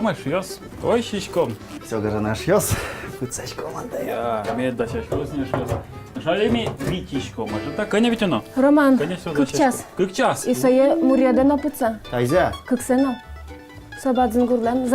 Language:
Udmurt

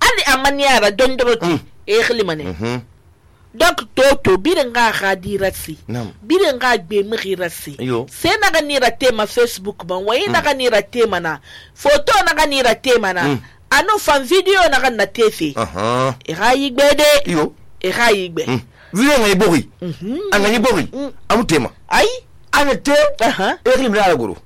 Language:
Susu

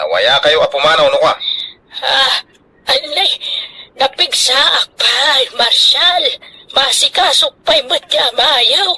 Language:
Iloko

